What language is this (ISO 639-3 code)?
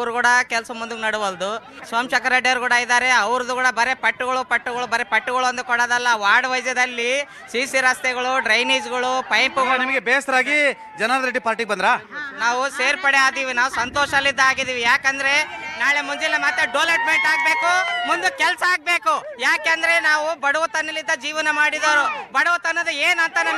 kan